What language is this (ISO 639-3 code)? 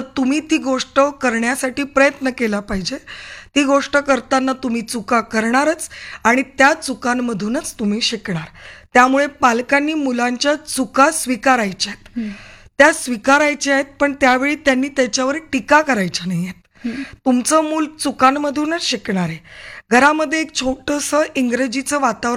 mar